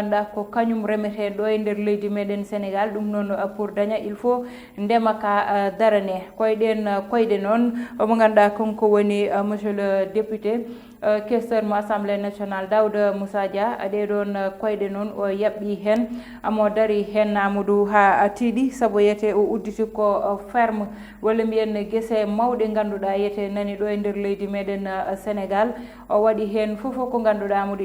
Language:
Fula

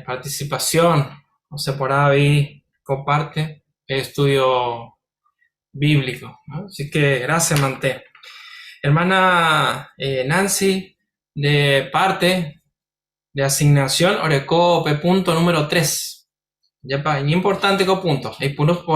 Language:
Guarani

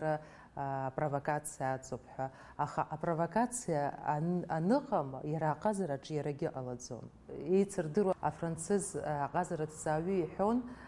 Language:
Abkhazian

